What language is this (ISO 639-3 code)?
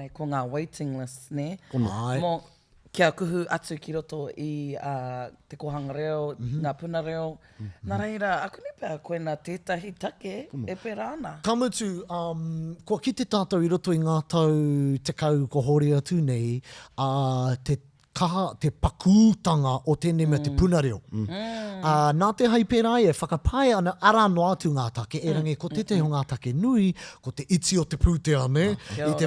mri